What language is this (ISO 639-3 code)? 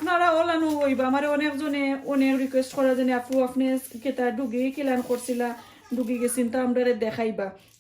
syl